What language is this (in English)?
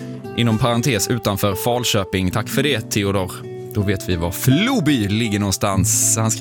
Swedish